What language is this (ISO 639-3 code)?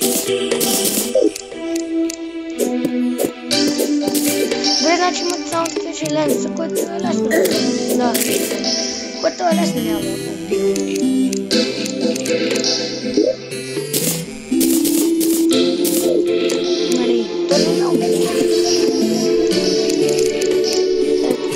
bul